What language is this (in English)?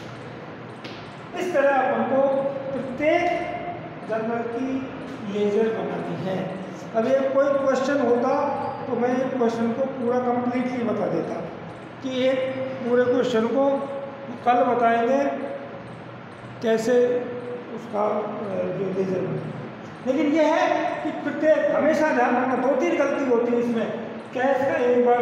Hindi